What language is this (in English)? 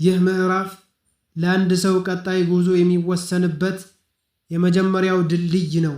Amharic